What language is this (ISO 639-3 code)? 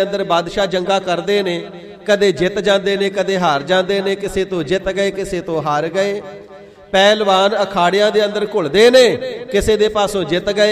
pan